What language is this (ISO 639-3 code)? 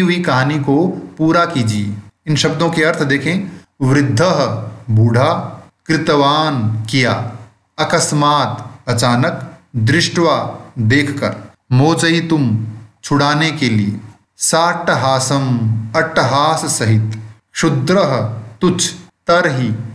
hin